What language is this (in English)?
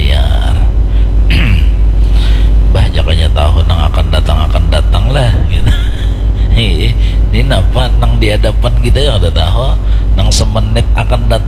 Banjar